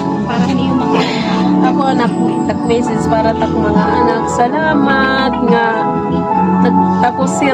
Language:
Waray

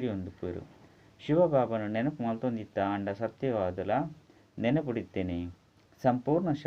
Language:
Tulu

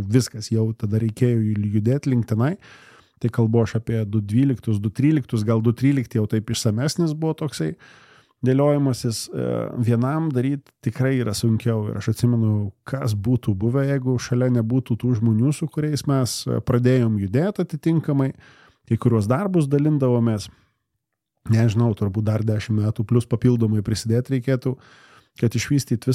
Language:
Lithuanian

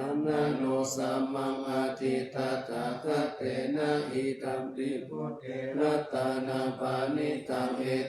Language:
Pali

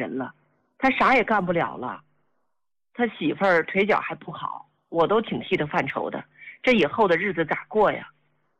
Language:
Chinese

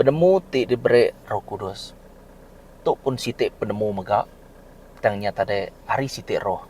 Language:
Iban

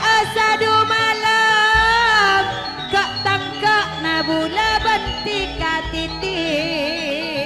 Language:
Madurese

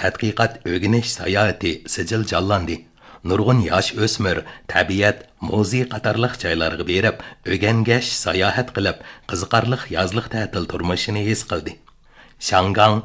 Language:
Uyghur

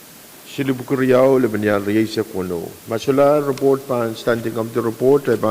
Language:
Pohnpeian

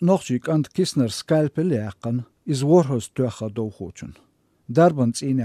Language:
Chechen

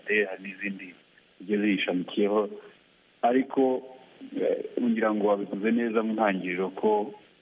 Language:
Kinyarwanda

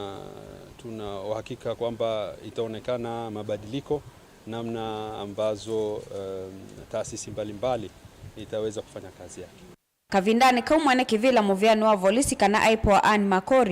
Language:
Kamba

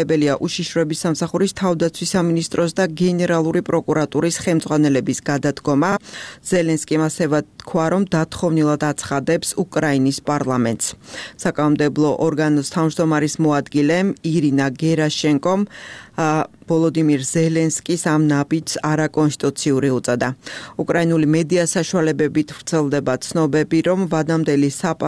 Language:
Georgian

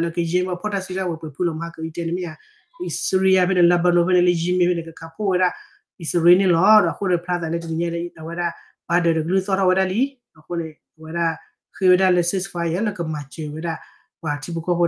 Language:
S'gaw Karen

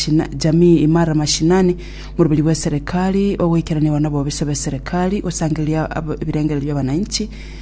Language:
Gusii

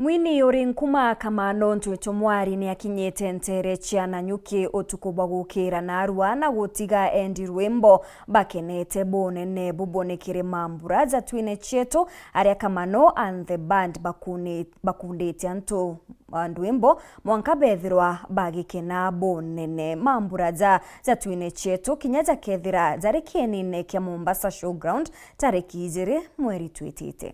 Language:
Meru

